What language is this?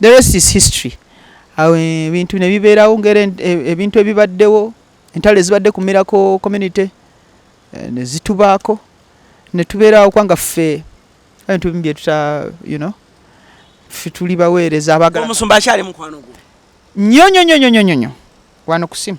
Ganda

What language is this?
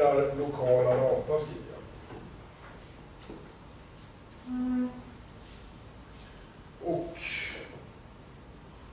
Swedish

